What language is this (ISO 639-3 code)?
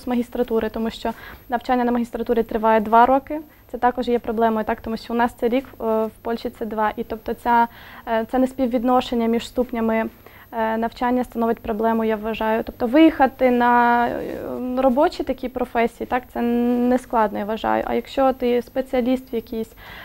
ukr